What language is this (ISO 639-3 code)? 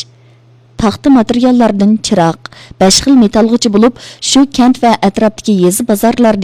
uig